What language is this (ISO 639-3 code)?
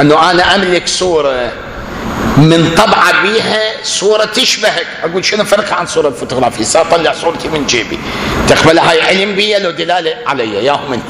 acm